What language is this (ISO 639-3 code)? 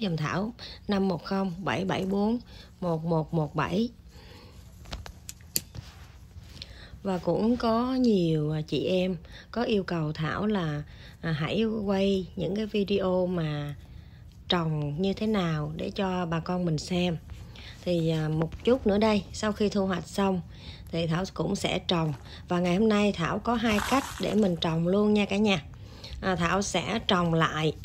vie